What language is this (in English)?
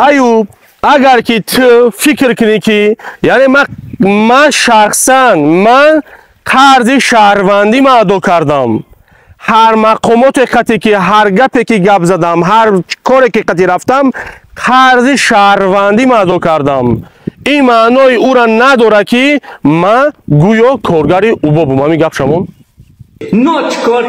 Tajik